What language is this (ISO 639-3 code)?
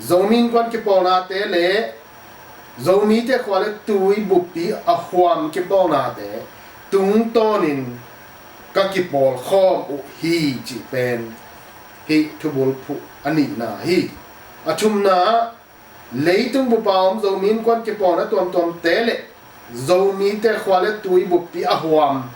ctd